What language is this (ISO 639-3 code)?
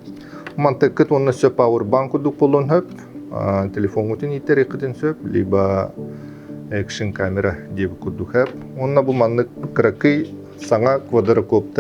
sah